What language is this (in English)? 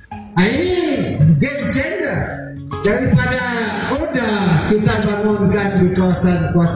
Malay